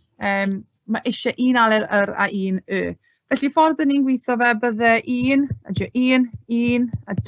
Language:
Welsh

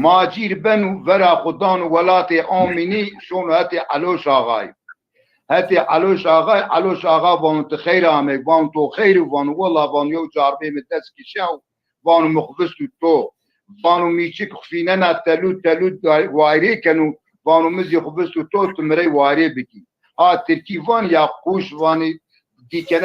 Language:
Zaza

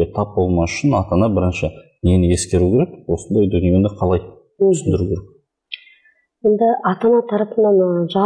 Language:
Kazakh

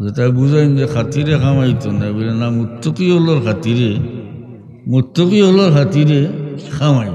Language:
Sylheti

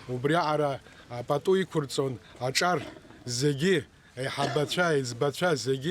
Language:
Abkhazian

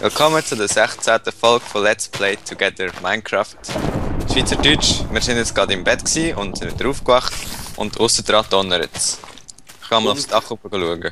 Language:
Swiss German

